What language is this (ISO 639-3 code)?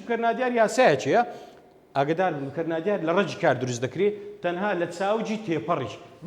ckb